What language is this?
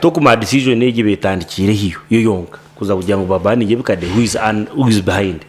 Nyankole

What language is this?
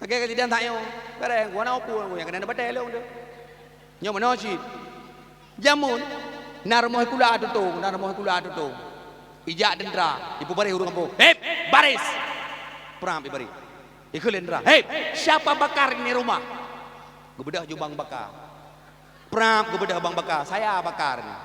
Achinese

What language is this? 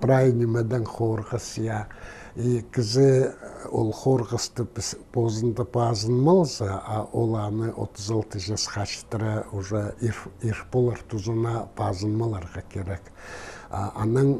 Khakas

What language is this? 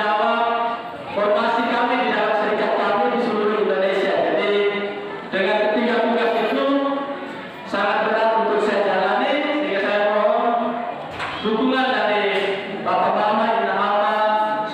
Indonesian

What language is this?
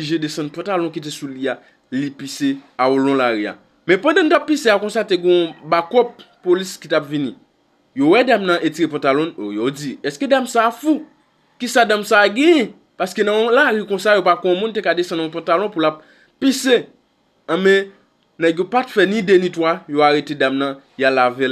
Haitian Creole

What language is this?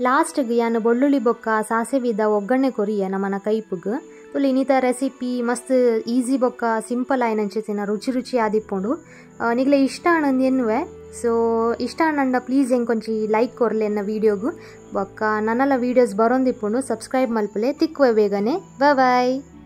Tulu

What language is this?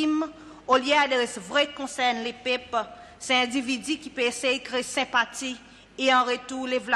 Seselwa Creole French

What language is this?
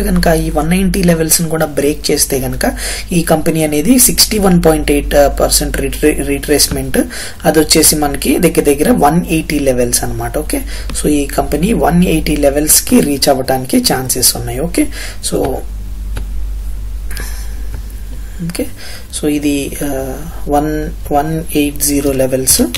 Telugu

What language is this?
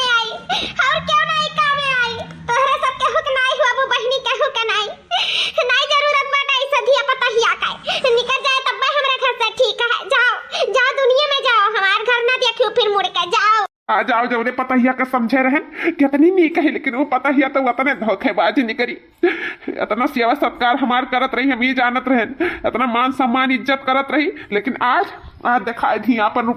Awadhi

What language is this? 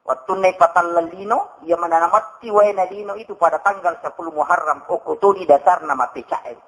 Buginese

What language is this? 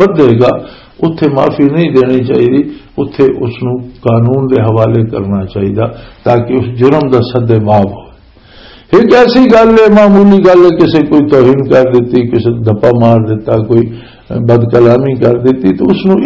Western Panjabi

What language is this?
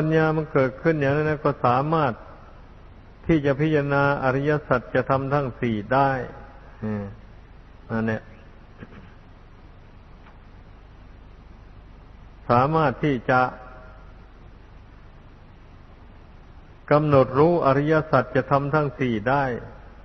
Thai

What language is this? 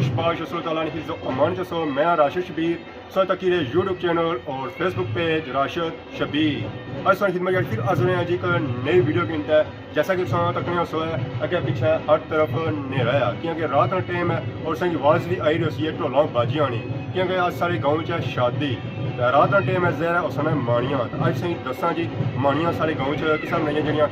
Pahari-Potwari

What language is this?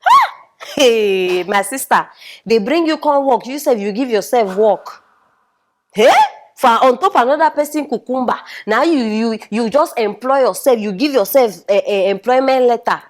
Nigerian Pidgin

